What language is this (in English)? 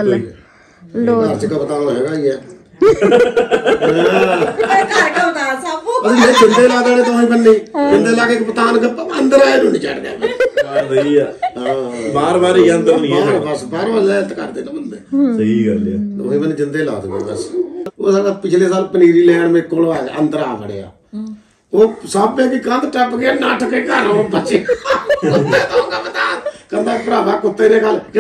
Punjabi